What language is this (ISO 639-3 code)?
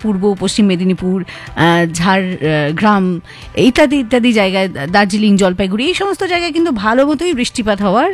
ben